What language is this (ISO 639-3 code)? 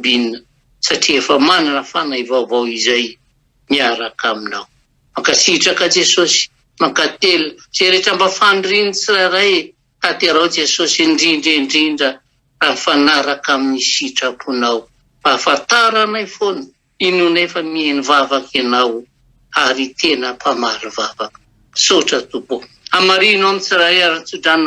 mlg